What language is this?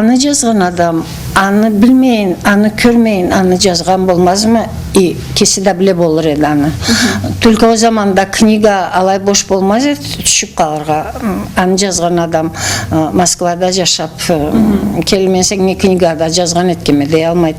Karachay-Balkar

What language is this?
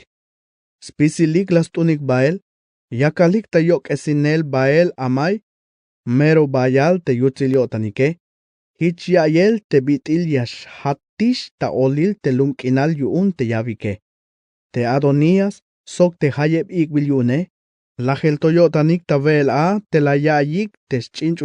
Tzeltal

